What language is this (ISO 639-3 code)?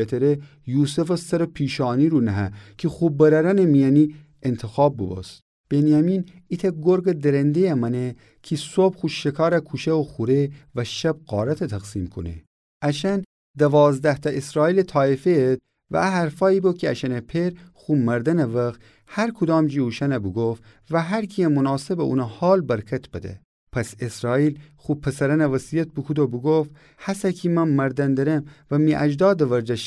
glk